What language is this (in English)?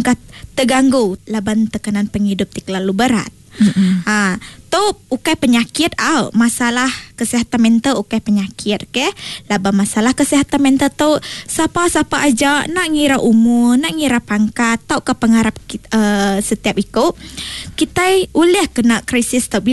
Iban